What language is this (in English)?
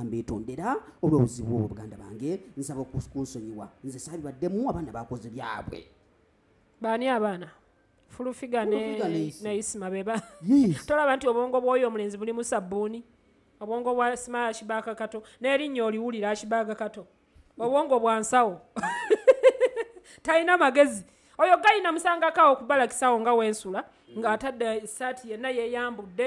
Ganda